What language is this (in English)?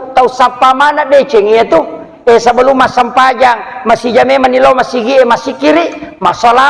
Buginese